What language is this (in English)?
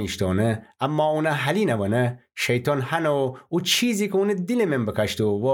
Gilaki